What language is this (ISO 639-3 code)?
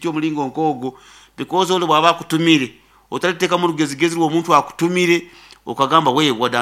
nyo